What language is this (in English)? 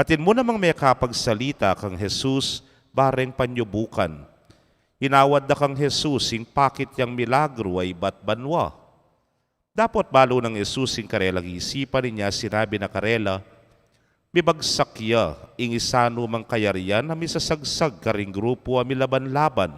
Pampanga